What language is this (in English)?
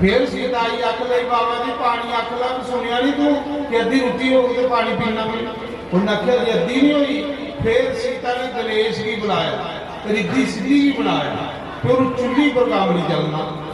Dogri